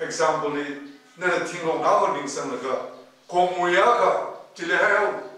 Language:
Tangkhul Naga (India)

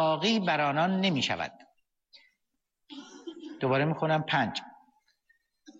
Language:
Persian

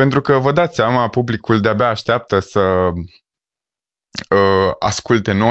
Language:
Romanian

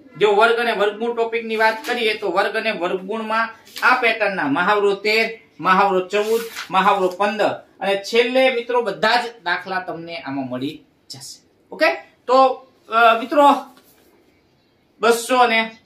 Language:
Gujarati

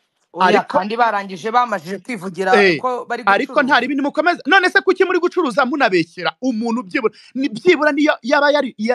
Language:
Kinyarwanda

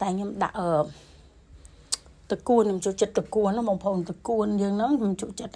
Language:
Khmer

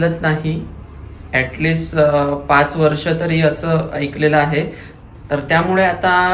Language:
Marathi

